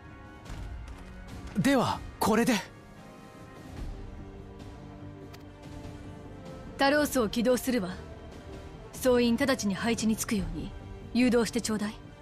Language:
Japanese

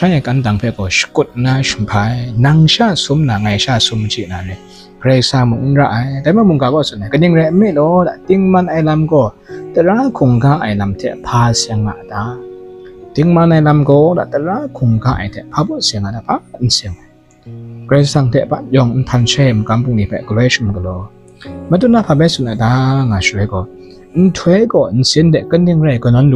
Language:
Kachin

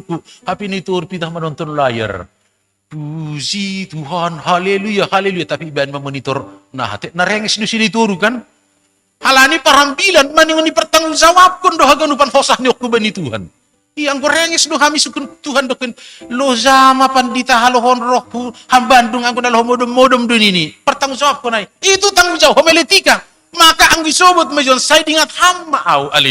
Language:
Batak Simalungun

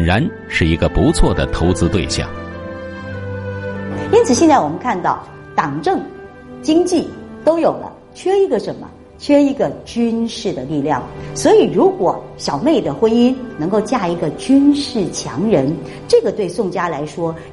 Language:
Chinese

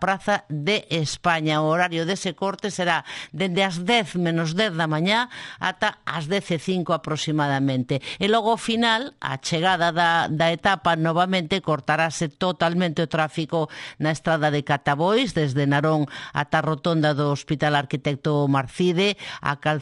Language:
Galician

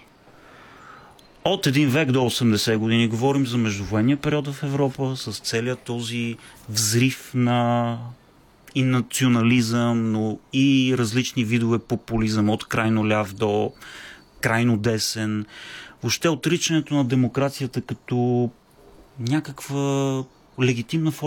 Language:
Bulgarian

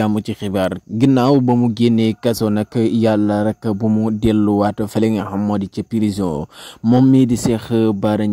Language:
Wolof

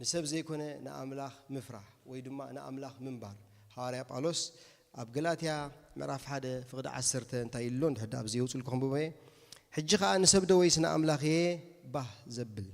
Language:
Tigrinya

